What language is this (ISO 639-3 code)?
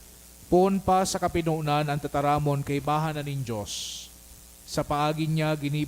bik